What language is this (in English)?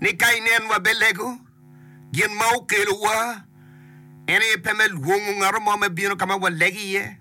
Acoli